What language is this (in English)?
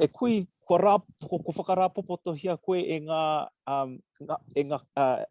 Māori